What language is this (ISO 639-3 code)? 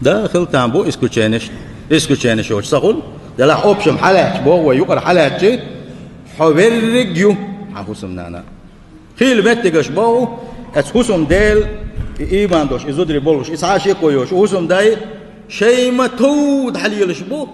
che